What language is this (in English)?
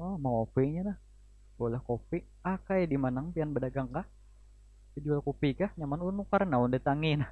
Banjar